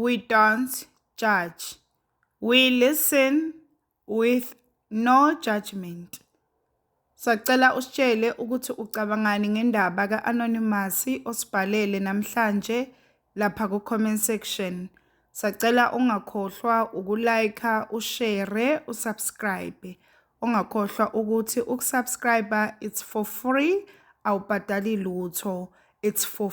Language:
Zulu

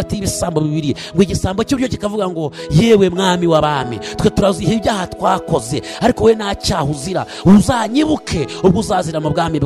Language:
Kinyarwanda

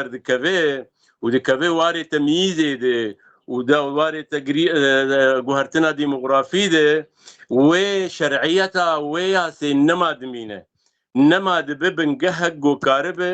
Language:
Kurdish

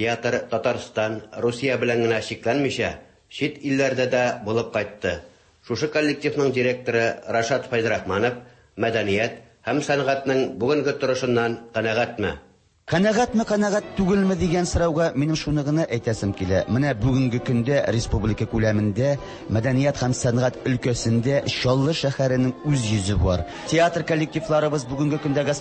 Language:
Tatar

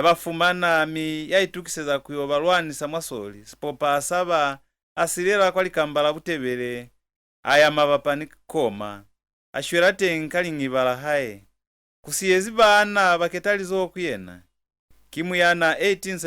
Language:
Lozi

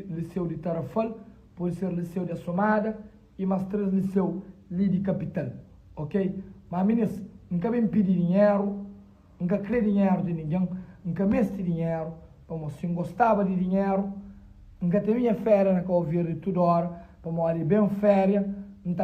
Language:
Kabuverdianu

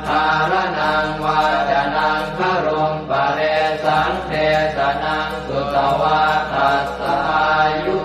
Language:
Pali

